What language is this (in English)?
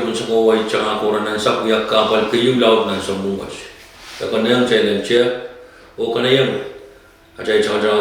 Pohnpeian